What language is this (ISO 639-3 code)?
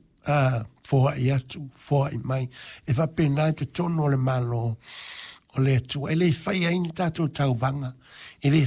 smo